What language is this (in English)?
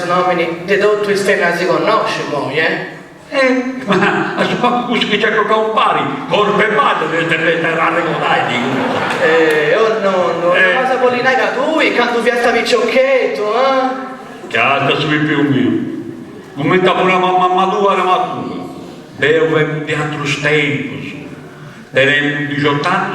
Sardinian